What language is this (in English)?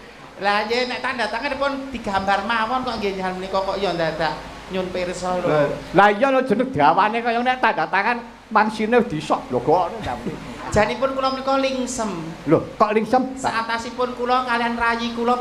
Javanese